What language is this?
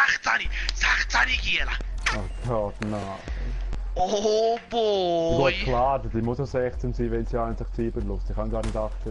Swiss German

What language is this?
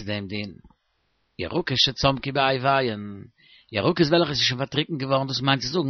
Yiddish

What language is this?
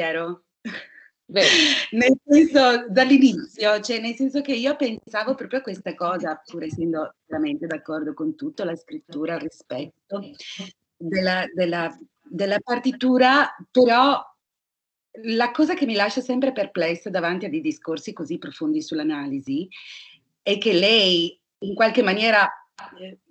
Italian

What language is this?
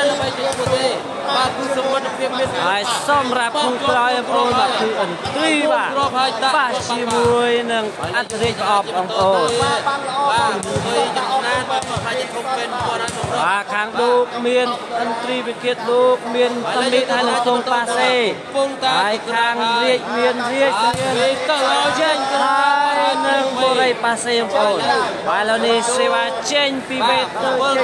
Khmer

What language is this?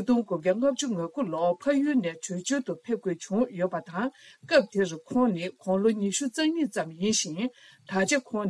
Tibetan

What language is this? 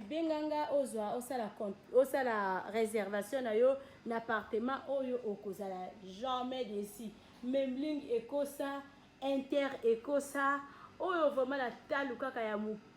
Lingala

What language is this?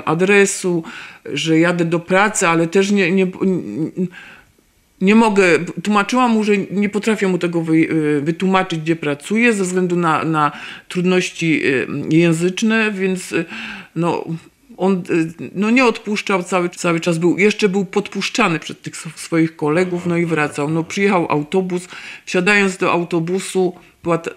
Polish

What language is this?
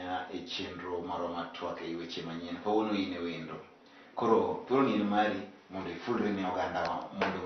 Luo (Kenya and Tanzania)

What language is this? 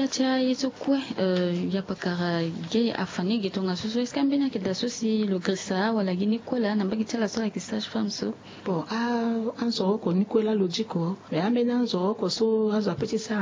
Sango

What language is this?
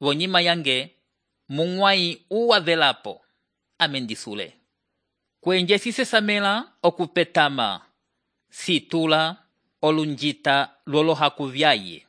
Umbundu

